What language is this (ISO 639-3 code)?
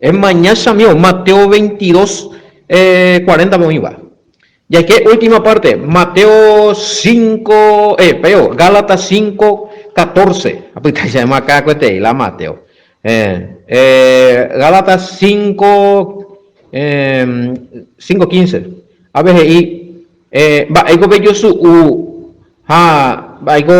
grn